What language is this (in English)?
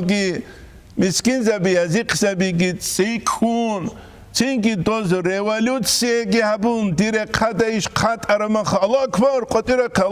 Avaric